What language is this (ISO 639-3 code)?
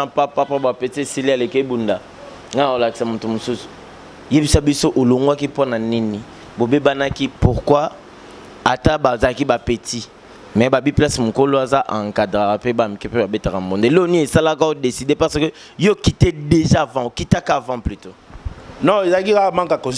lin